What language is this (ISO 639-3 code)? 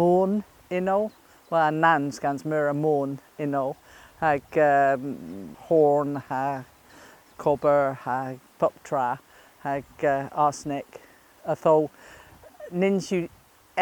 cor